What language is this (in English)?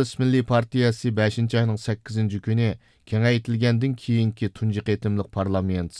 Uyghur